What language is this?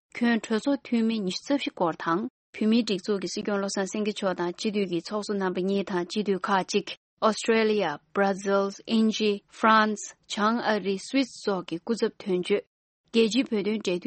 Tibetan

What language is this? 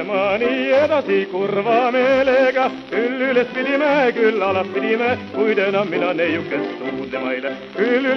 Estonian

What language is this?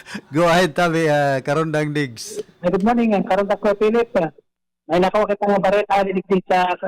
Bikol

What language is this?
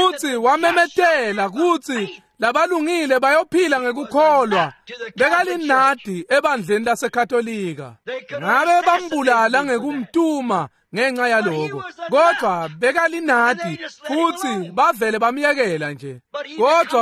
Swati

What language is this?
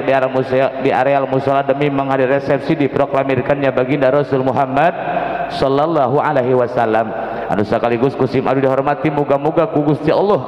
Sundanese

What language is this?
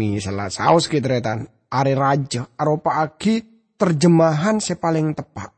Madurese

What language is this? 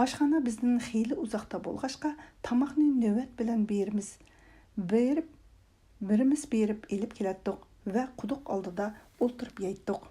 Uyghur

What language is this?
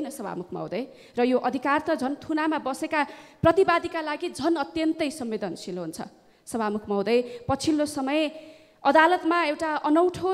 Nepali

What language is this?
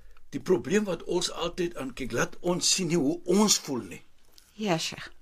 Afrikaans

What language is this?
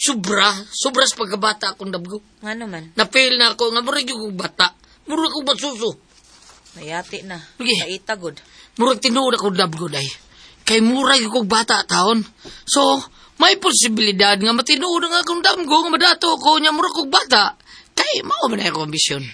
Cebuano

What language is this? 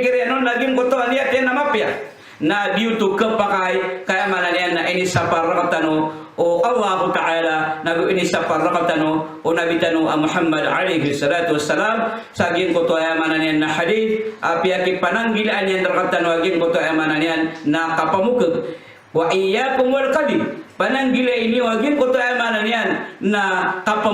Maranao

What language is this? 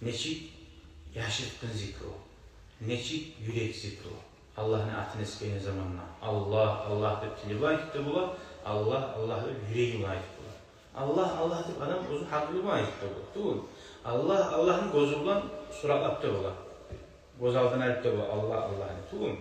Kumyk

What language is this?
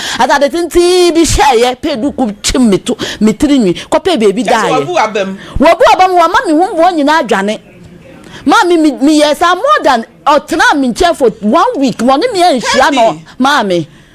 Akan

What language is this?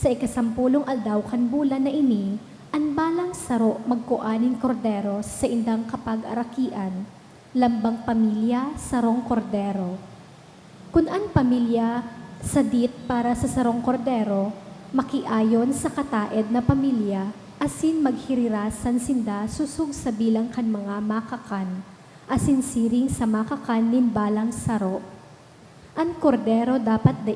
Bikol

